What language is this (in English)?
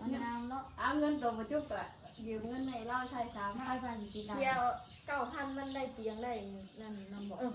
Northeastern Thai